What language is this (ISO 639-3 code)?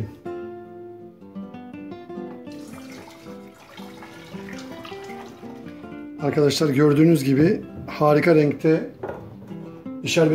tur